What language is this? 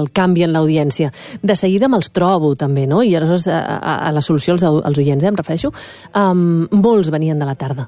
Catalan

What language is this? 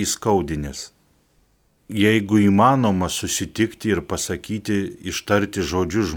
Lithuanian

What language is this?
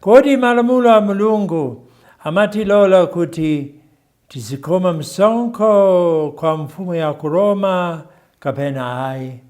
Nyanja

